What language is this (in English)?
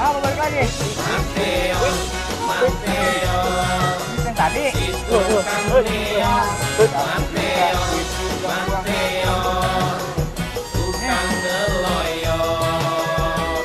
Betawi